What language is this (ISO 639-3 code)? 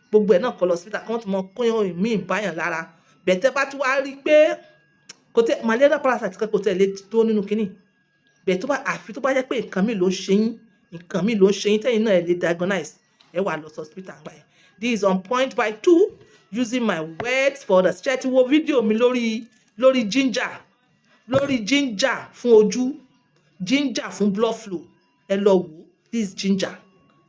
yor